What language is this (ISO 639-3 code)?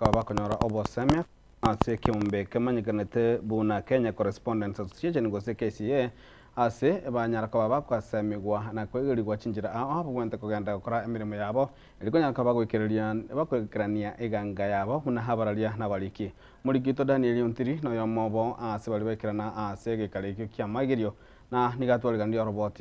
guz